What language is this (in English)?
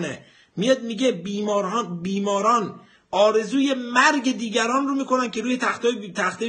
Persian